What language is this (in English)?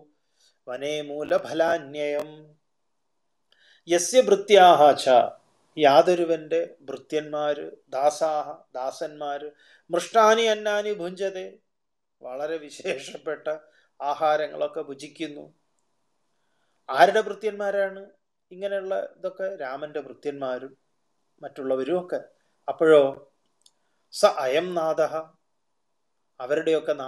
Malayalam